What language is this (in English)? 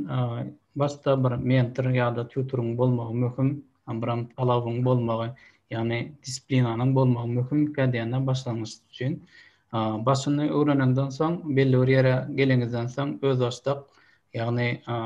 Turkmen